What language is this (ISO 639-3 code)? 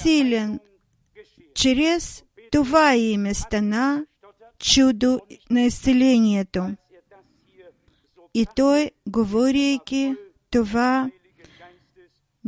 bul